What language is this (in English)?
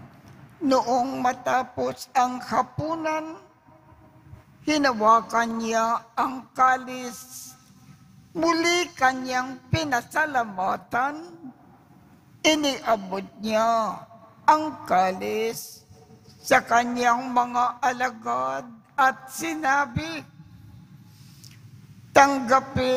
Filipino